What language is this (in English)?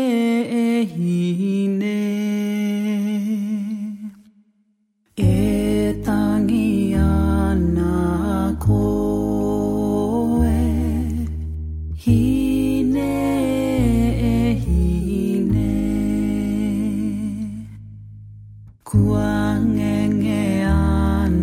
Estonian